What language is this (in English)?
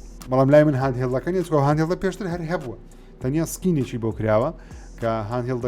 Central Kurdish